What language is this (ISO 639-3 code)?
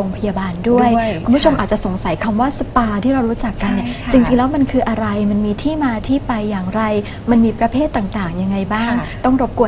tha